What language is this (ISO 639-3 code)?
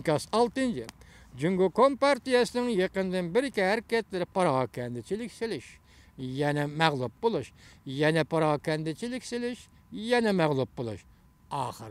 uig